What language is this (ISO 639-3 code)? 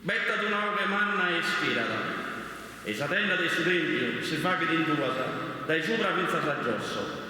srd